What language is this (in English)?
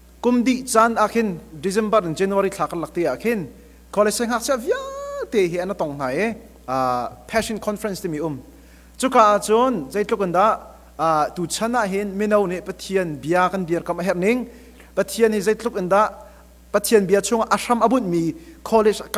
Hakha Chin